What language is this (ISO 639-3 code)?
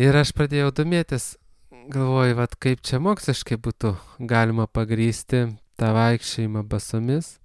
lit